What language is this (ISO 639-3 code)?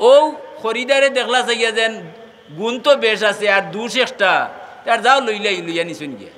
syl